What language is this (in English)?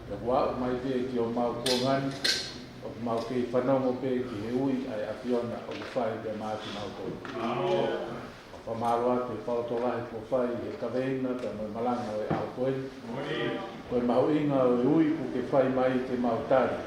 Tongan